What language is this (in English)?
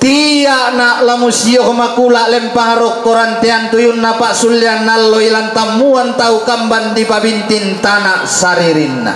Toraja-Sa'dan